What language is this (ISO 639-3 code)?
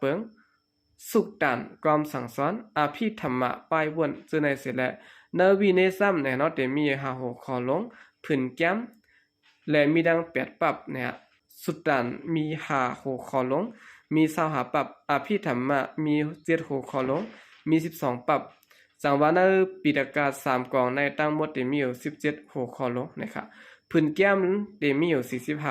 shn